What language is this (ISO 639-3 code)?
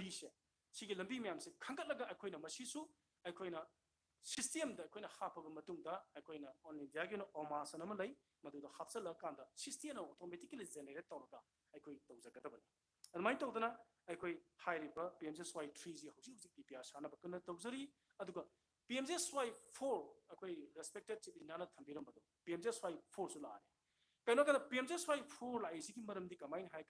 mni